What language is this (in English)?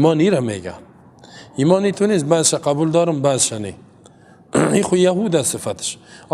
Persian